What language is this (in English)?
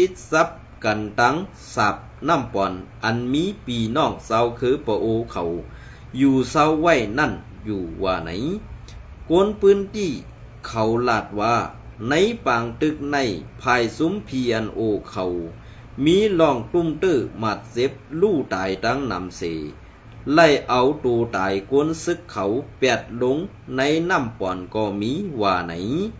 Shan